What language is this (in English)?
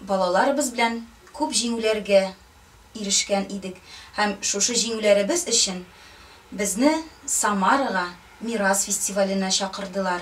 Tatar